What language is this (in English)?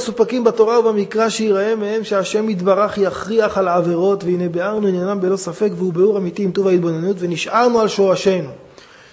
Hebrew